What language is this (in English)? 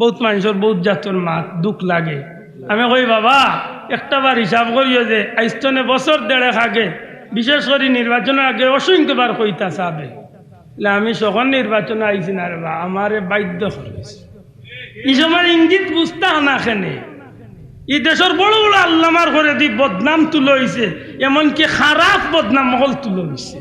Sylheti